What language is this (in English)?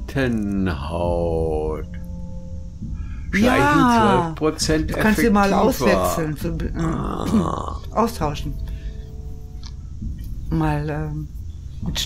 German